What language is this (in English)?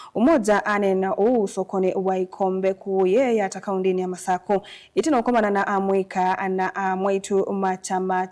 Kamba